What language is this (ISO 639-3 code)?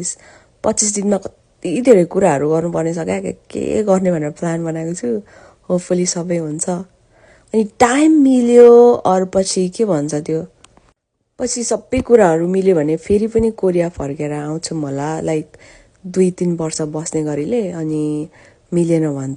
nep